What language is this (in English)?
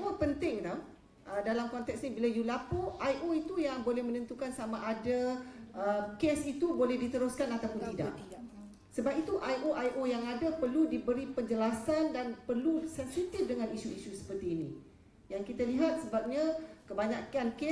Malay